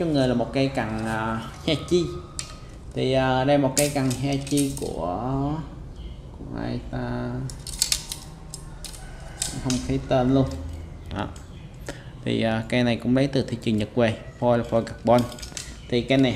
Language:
Vietnamese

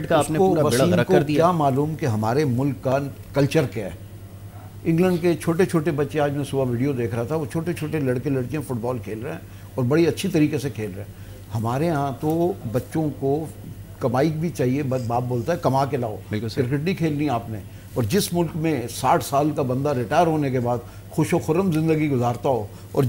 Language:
Urdu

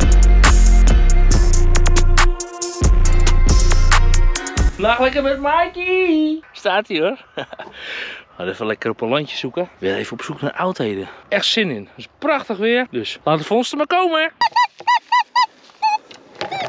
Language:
Dutch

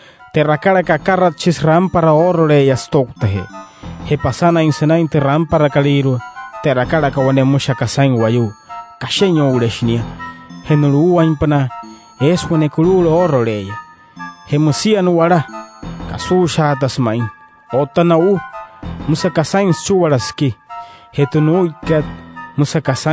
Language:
Wayuu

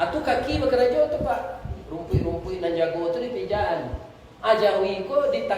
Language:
Minangkabau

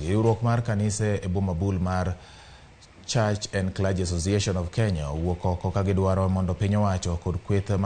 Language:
Luo (Kenya and Tanzania)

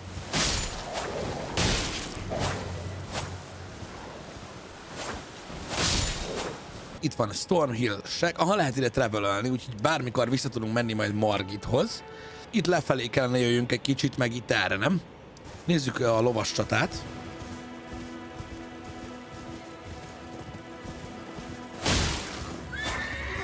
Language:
Hungarian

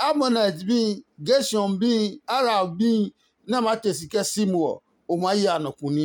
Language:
Adangme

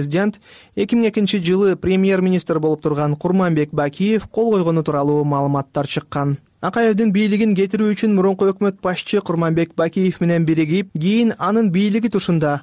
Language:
Kyrgyz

